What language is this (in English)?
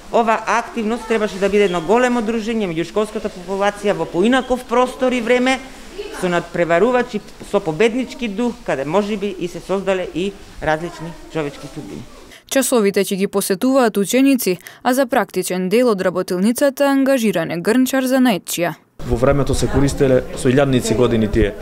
Macedonian